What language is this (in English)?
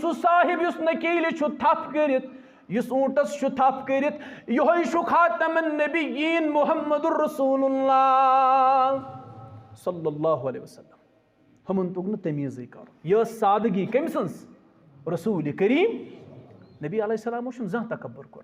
Kashmiri